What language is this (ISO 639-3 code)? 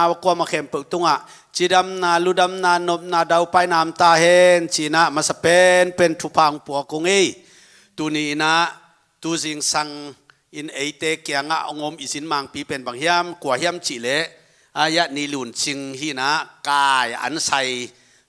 ctd